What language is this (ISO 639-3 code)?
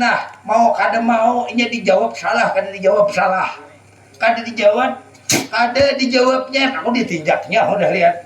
bjn